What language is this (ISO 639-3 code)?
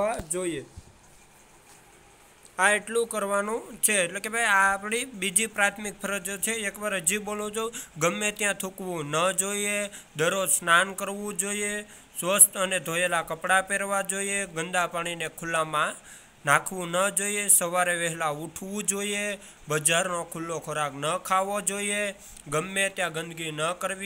guj